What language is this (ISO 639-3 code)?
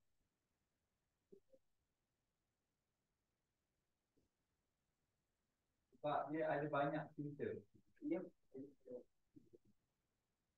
msa